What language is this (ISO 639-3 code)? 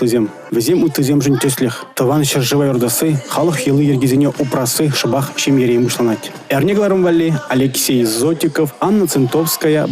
chv